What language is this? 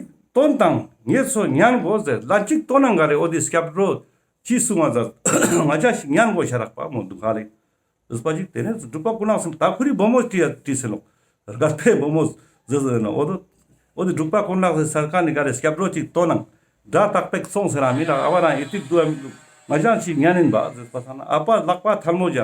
Ladakhi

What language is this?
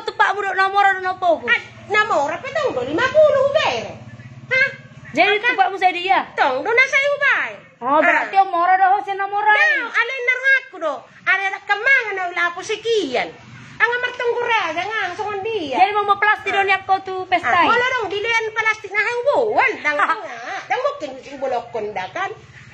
Batak Toba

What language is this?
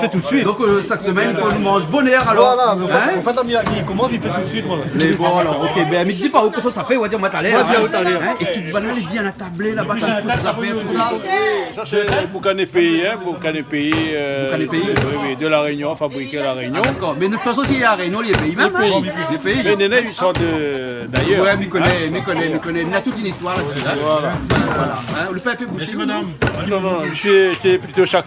Réunion Creole French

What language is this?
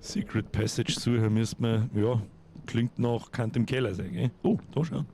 Bavarian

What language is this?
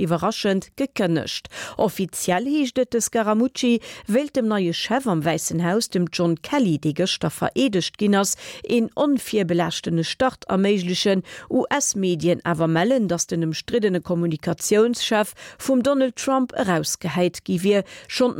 Luxembourgish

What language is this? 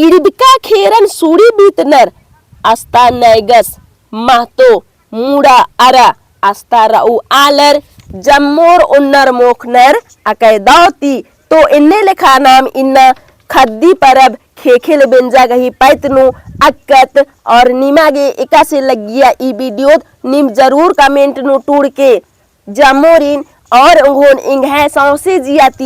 Kurukh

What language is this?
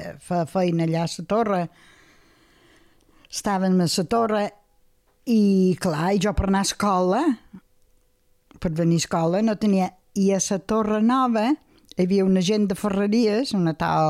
Catalan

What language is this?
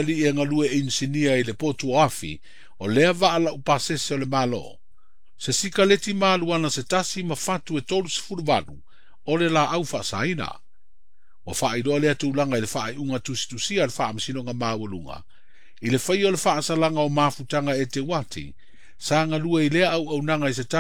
Samoan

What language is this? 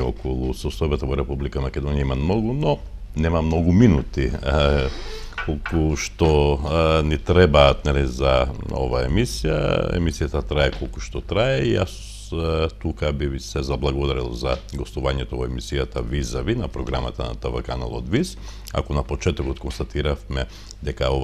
Macedonian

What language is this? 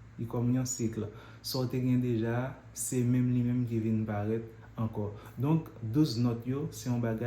Haitian Creole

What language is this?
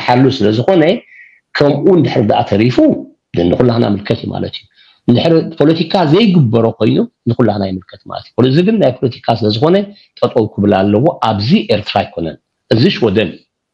Tigrinya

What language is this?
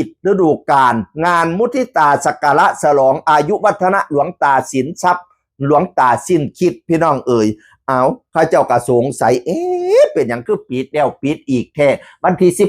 Northeastern Thai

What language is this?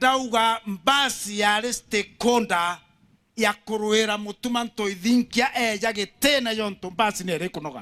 Meru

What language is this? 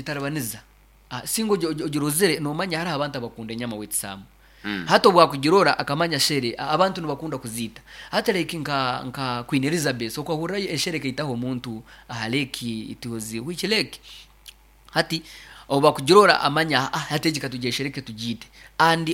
Nyoro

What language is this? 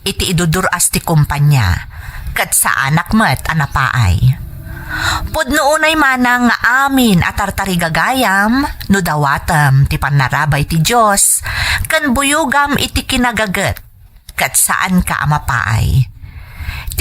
Iloko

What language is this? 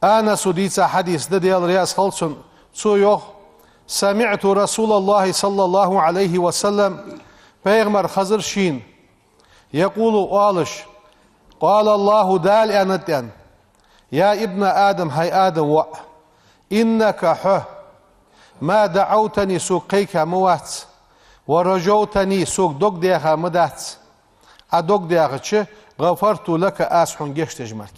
Ingush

